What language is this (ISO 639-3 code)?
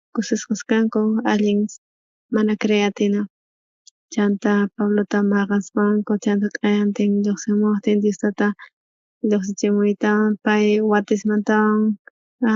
quh